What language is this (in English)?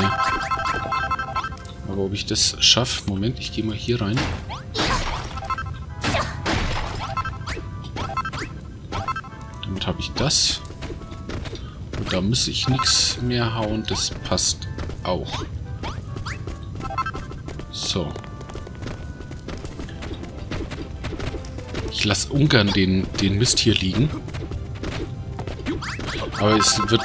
German